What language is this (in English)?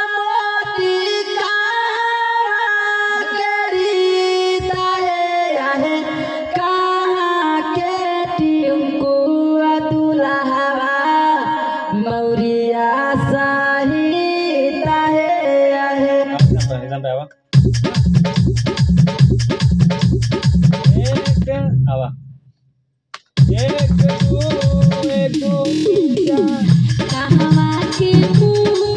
Bhojpuri